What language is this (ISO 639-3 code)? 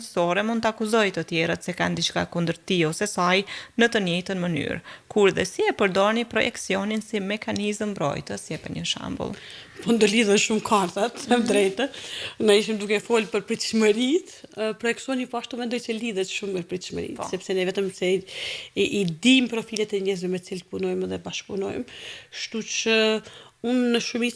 sqi